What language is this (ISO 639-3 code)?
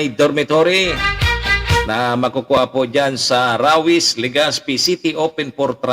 bik